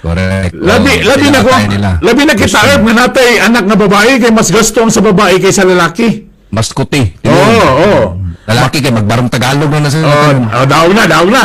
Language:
Cebuano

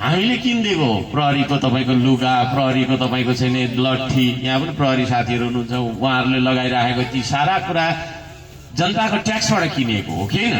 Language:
Nepali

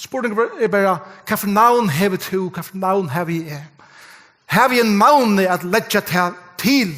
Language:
Faroese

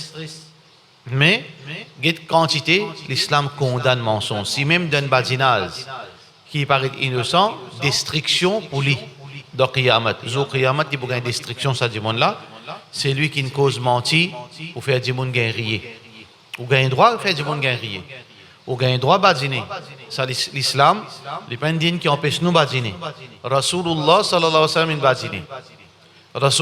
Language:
Morisyen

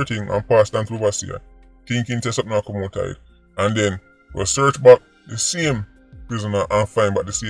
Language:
Jamaican Creole English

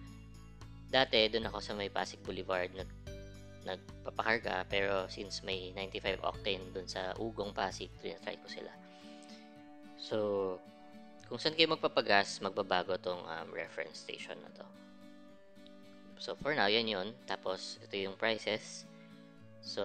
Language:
Filipino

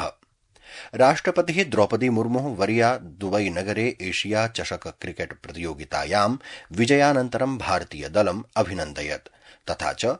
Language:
Sanskrit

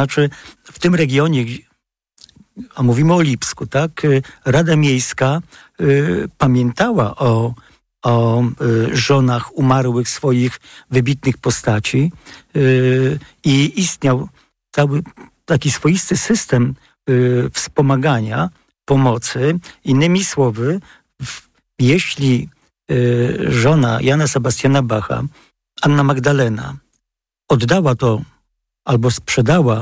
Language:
Polish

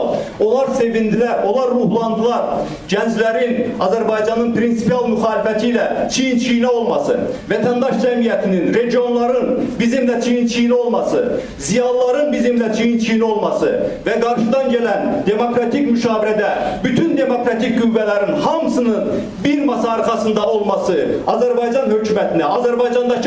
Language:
Azerbaijani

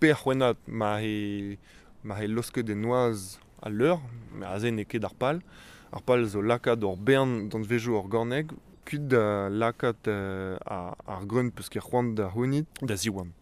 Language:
Breton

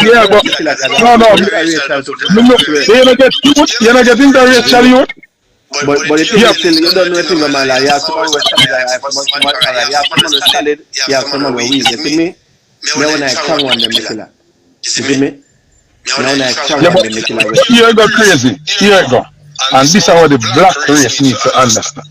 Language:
Jamaican Creole English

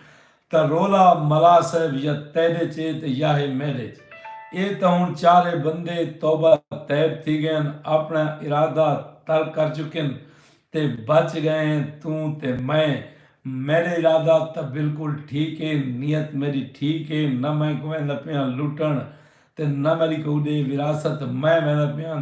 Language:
Saraiki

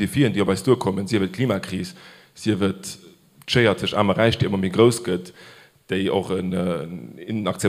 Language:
Luxembourgish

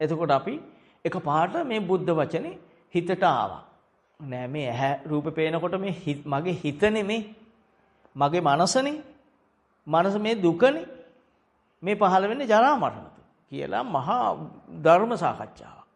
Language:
Sinhala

